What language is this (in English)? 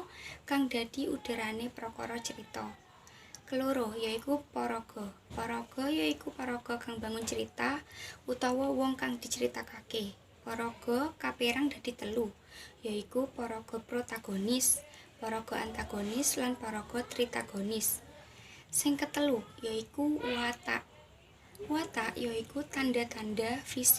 Javanese